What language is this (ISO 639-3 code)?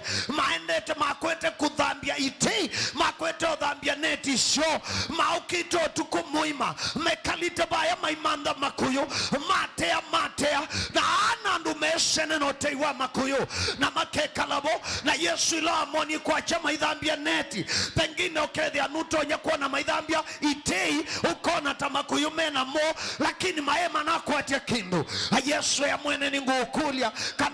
kam